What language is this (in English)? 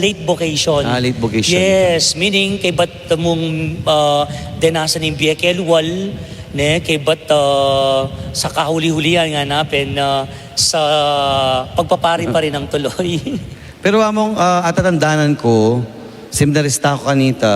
Pampanga